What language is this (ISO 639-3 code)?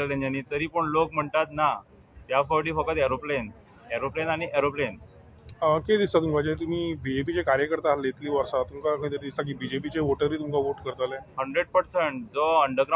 kok